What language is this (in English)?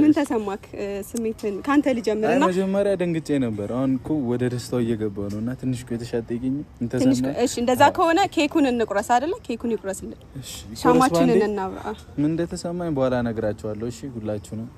Amharic